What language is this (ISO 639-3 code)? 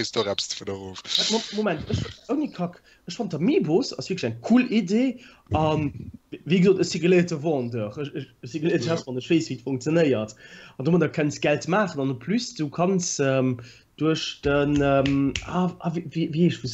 ltz